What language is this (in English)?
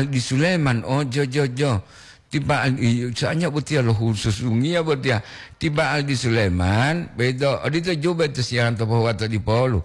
Gorontalo